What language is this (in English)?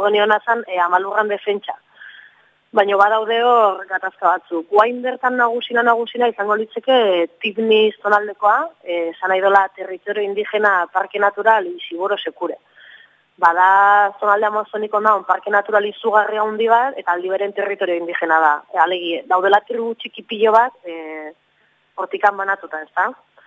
Basque